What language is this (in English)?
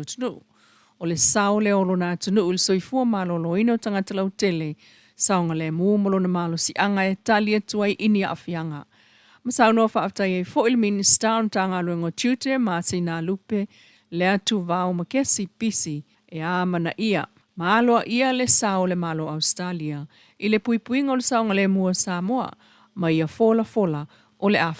Samoan